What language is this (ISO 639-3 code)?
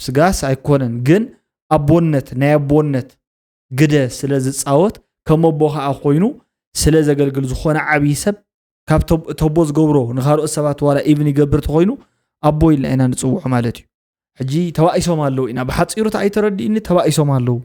tir